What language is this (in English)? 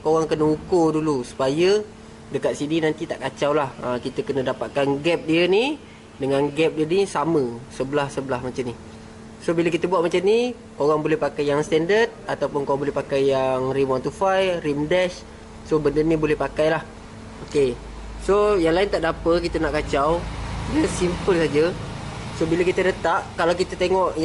Malay